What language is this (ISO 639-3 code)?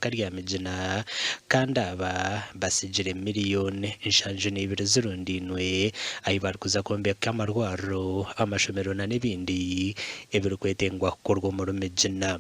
nyn